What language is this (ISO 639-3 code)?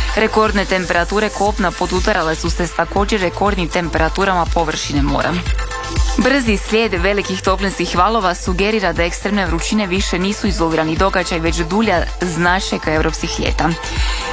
hrv